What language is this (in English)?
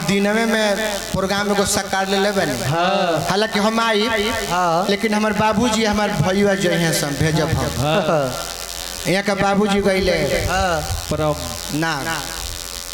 Bhojpuri